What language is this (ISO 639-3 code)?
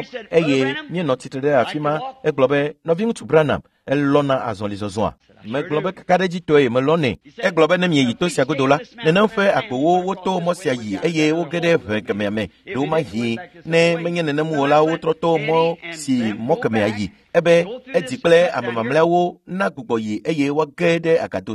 ewe